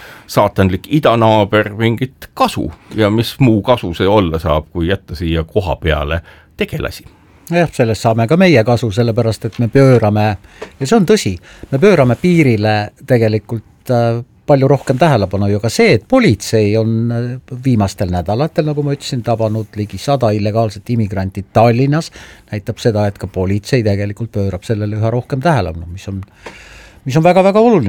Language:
Estonian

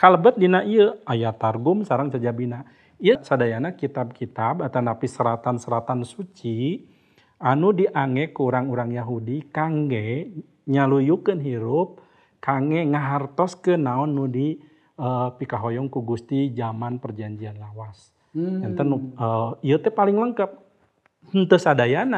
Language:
Sundanese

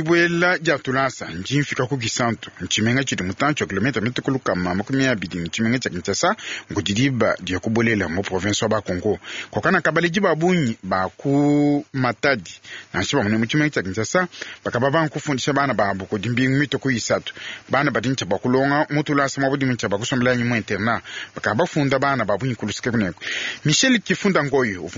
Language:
Luba-Lulua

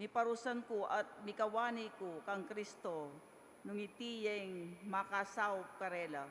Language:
Pampanga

